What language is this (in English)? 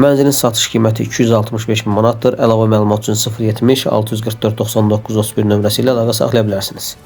Azerbaijani